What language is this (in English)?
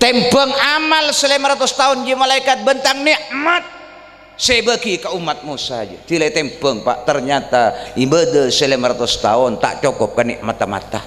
Madurese